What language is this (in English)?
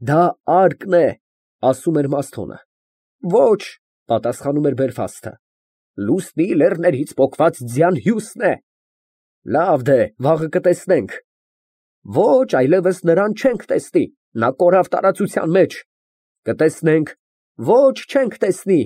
Armenian